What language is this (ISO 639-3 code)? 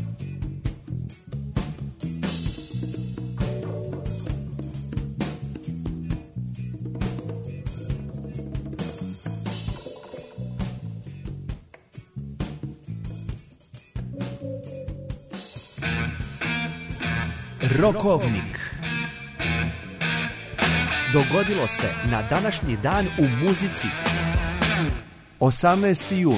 srp